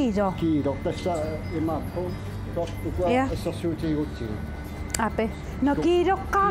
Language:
Kalaallisut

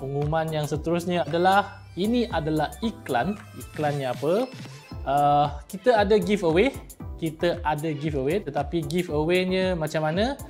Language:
Malay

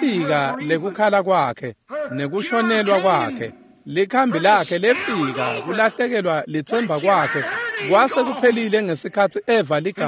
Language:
Swati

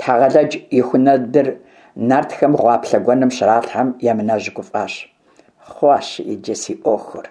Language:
Kabardian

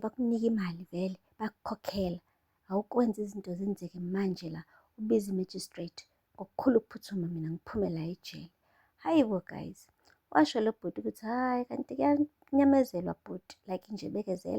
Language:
Zulu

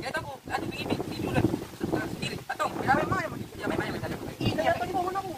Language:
Makassar Malay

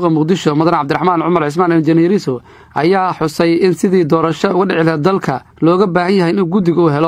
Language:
Somali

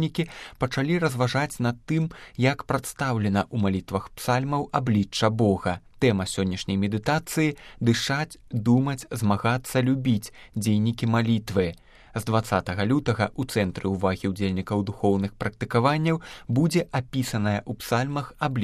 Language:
Belarusian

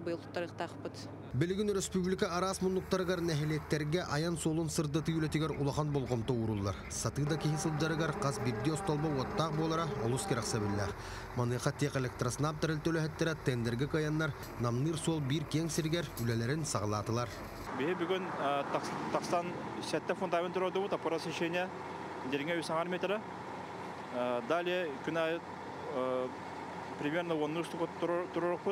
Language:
Yakut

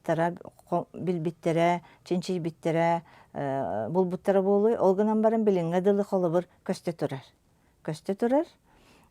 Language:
Yakut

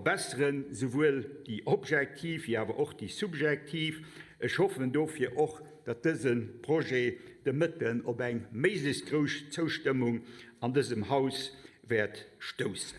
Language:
Luxembourgish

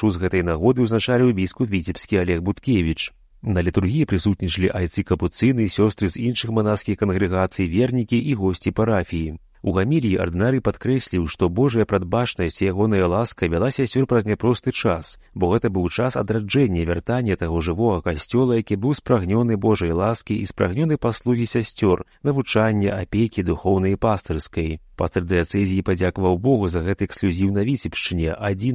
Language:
Belarusian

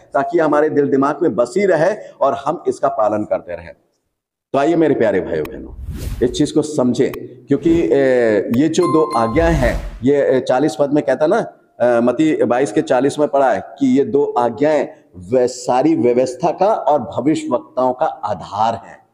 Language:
Hindi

